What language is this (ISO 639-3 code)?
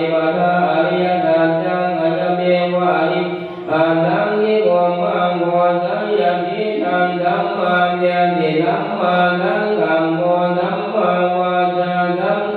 pli